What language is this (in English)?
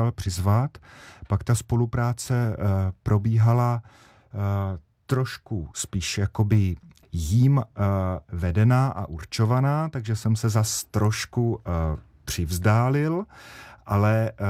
Czech